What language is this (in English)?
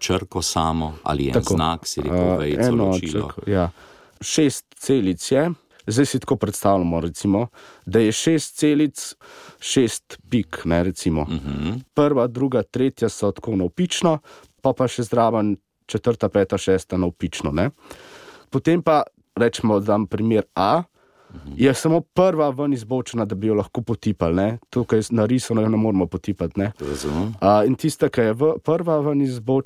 Slovenian